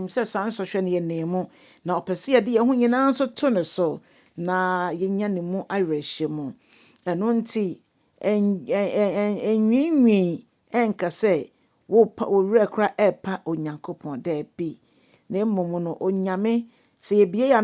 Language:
Akan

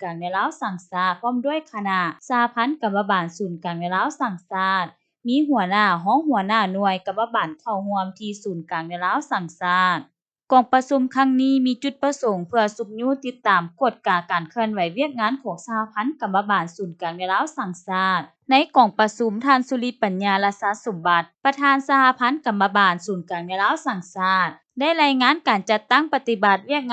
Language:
Lao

